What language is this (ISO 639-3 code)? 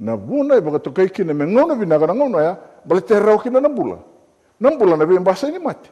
fij